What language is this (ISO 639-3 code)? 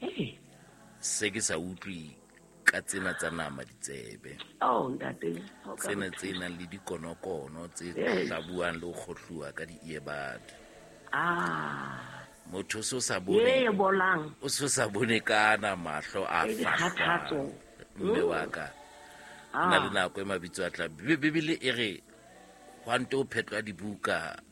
sot